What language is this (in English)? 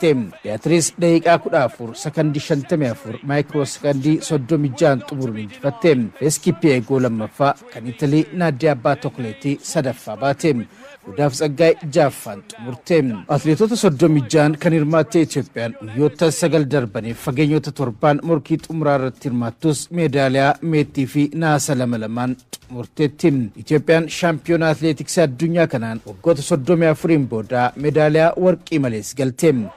Oromo